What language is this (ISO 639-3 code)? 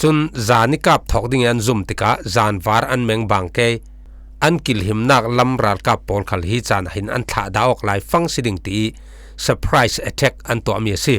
cfm